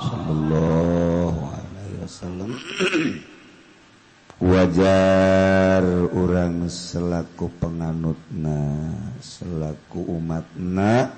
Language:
Sundanese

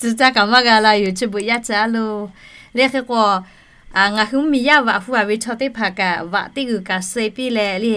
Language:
Lahu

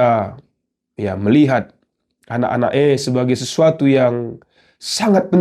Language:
Batak Karo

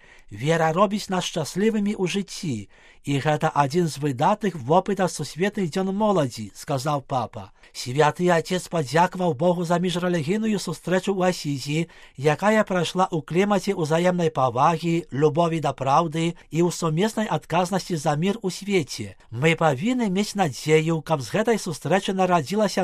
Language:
Belarusian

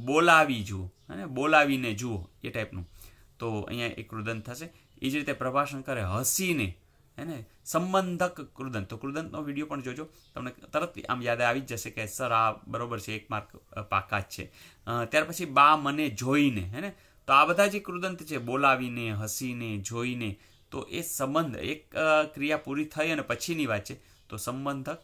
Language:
Gujarati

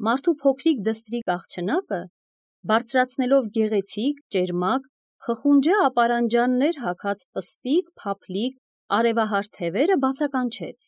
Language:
Armenian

